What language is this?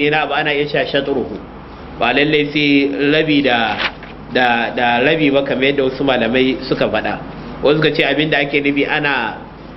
Hausa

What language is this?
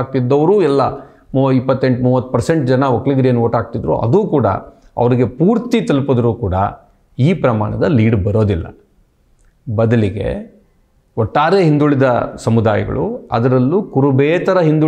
Kannada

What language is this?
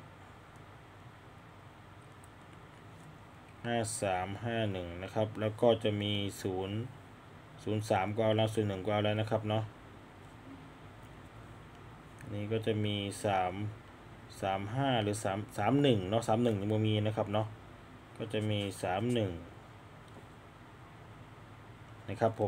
Thai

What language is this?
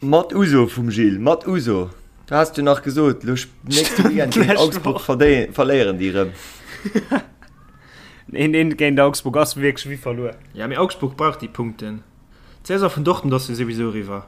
Luxembourgish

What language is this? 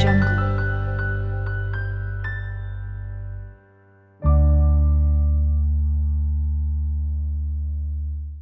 Malay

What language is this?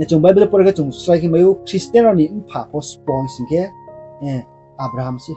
Riang (India)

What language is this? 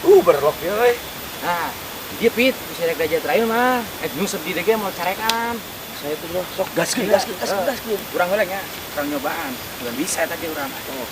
Sundanese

